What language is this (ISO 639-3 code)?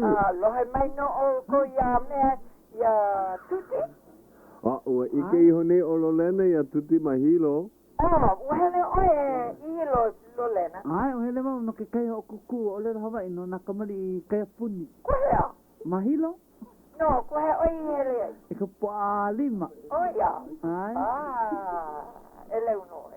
haw